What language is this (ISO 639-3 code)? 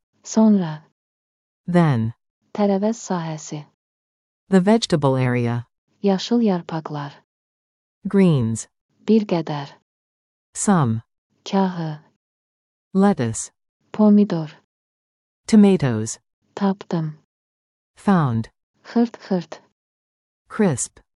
aze